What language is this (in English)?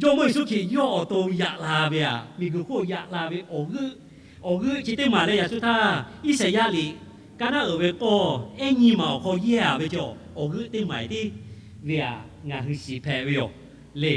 Lahu